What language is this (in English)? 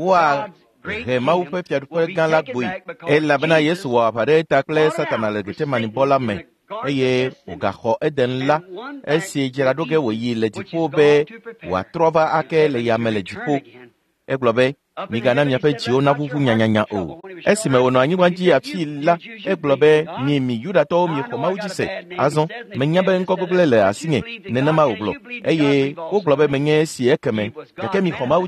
Ewe